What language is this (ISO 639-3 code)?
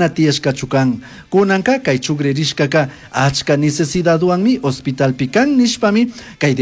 qug